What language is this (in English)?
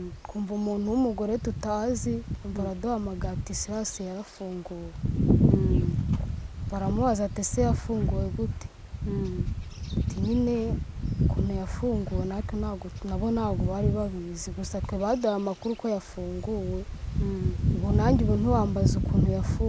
Kinyarwanda